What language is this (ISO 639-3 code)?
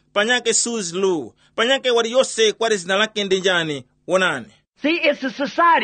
tum